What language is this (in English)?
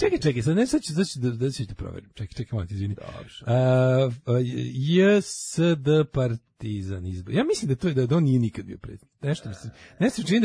Serbian